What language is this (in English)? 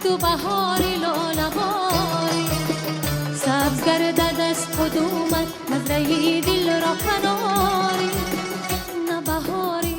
Tajik